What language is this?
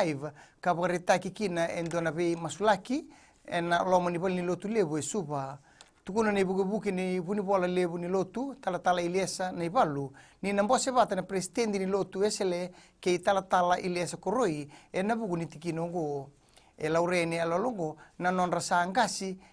Fijian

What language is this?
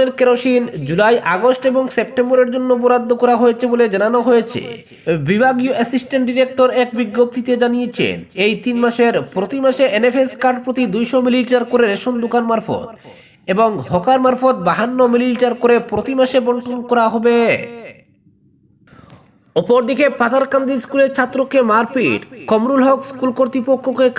Bangla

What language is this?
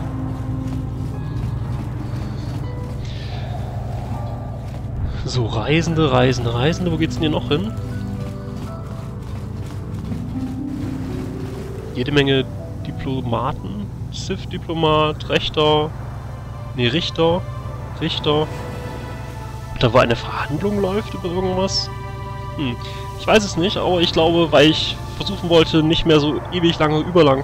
German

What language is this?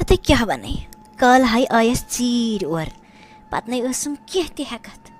Kashmiri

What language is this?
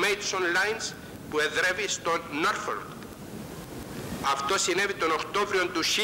Greek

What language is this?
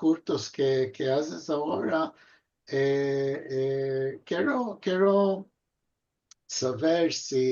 Ladino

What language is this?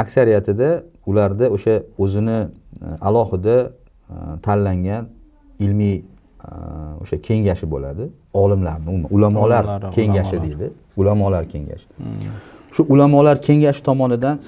Uzbek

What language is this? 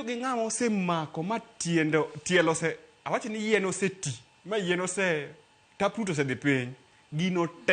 Luo (Kenya and Tanzania)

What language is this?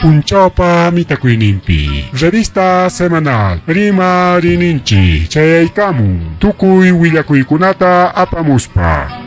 Ayacucho Quechua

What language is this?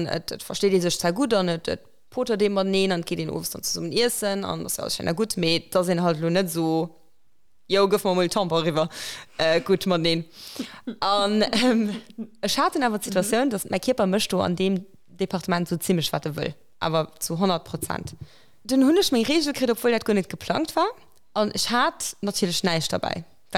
Luxembourgish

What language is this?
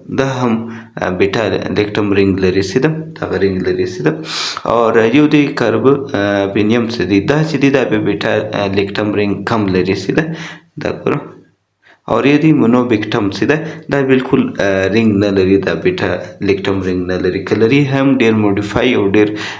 Pashto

